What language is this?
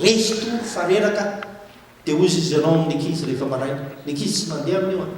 Malagasy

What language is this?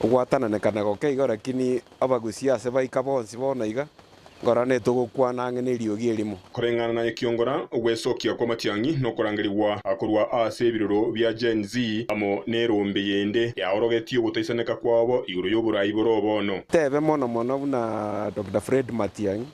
Gusii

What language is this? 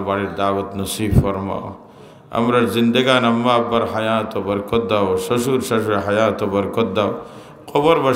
Sylheti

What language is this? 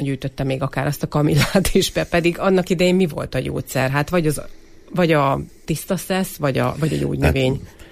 Hungarian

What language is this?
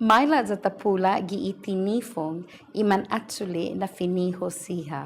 Chamorro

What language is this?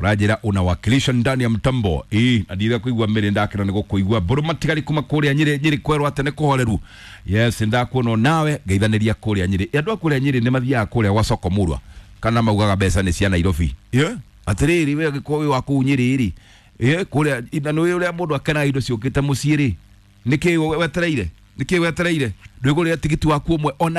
Kikuyu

